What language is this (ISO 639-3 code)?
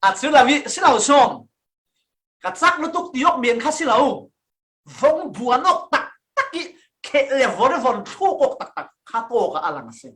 cfm